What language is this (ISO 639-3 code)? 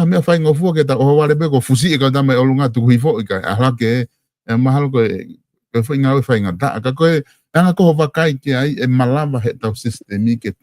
ton